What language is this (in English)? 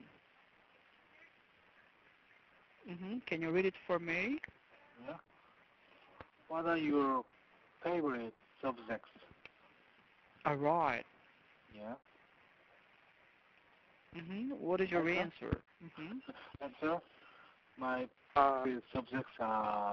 English